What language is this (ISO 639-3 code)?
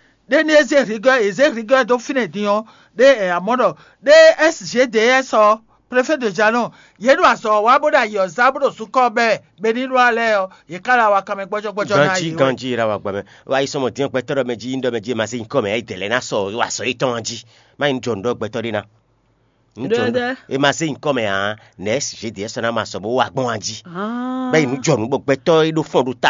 fon